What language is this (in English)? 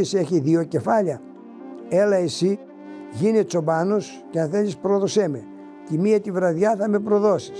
Greek